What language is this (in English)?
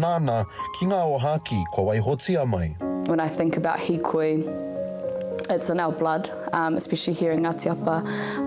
Māori